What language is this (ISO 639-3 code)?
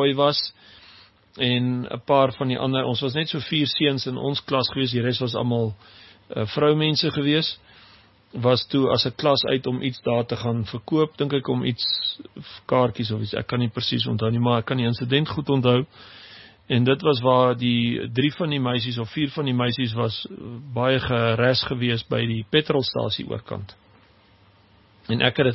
afr